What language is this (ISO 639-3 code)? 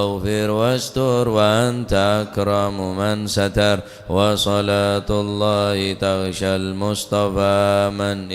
mad